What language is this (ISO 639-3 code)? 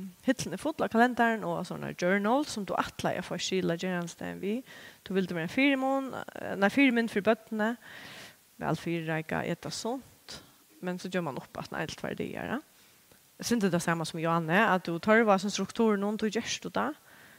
fao